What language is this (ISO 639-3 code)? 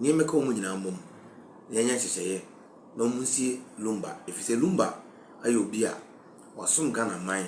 aka